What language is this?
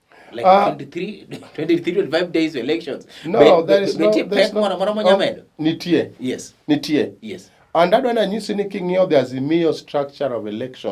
Luo (Kenya and Tanzania)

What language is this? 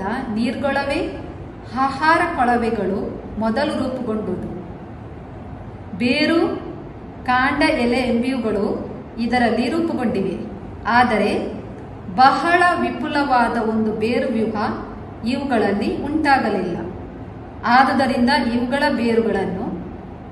Kannada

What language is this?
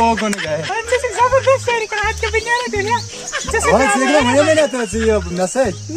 Kashmiri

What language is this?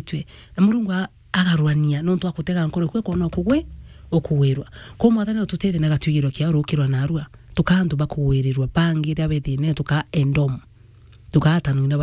Meru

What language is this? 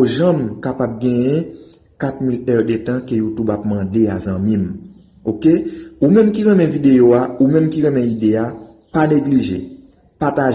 Haitian Creole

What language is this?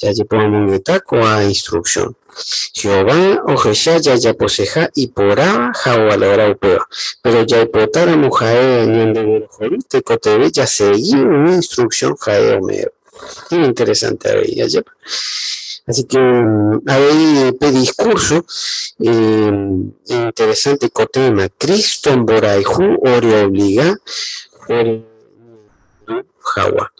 Guarani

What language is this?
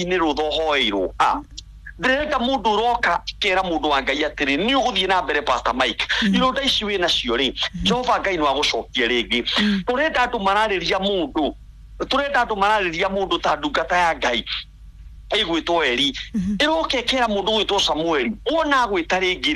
Kikuyu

